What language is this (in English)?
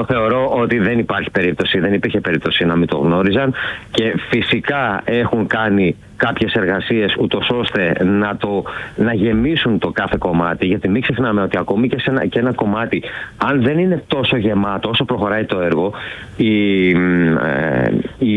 Greek